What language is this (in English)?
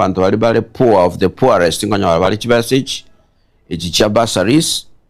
Gusii